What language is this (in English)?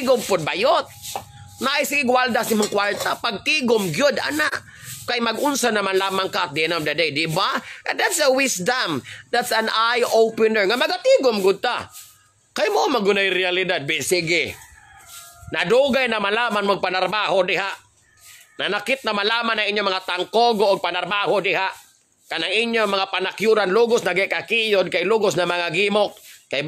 Cebuano